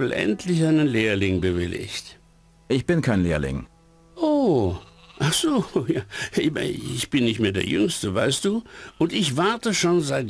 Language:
Bavarian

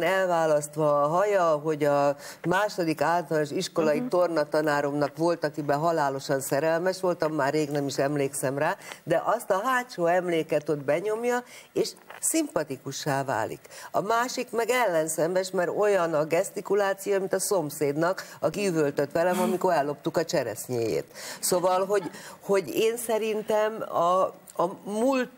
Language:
Hungarian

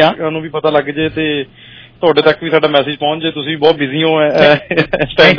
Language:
Punjabi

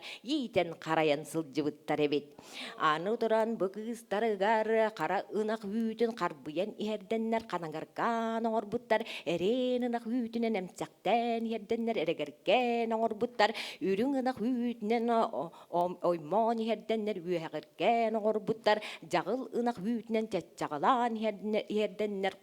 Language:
Yakut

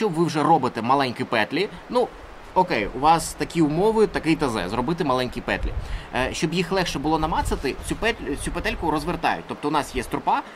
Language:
Ukrainian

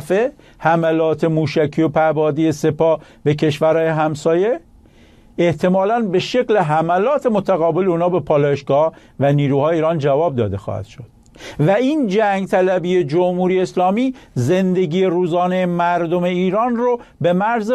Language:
Persian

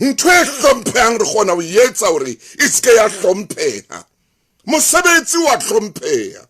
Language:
Southern Sotho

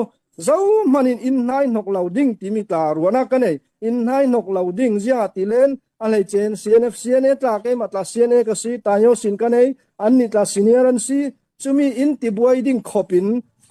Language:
Falam Chin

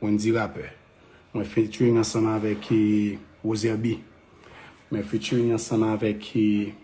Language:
Haitian Creole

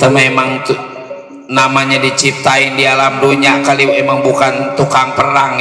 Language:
Betawi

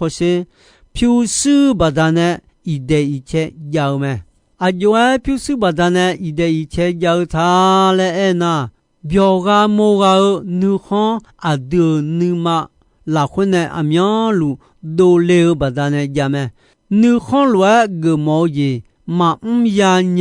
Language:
Akha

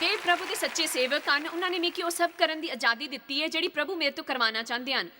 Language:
Dogri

